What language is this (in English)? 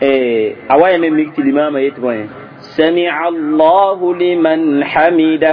Mossi